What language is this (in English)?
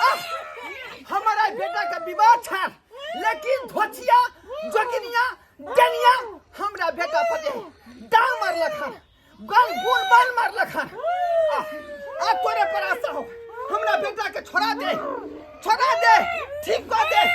Maithili